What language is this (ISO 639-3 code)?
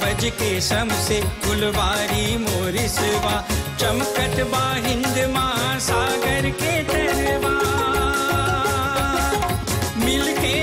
bho